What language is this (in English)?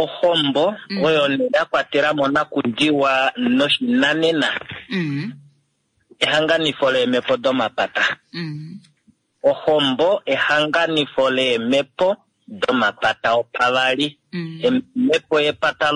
Kuanyama